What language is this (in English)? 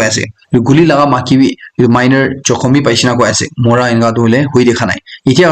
Naga Pidgin